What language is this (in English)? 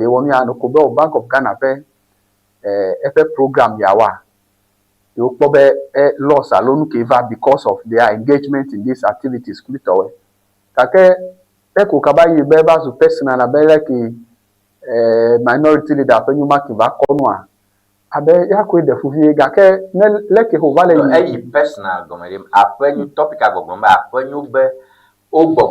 Ewe